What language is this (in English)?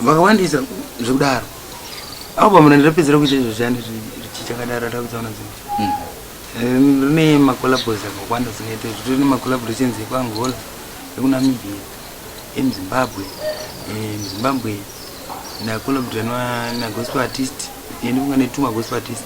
Shona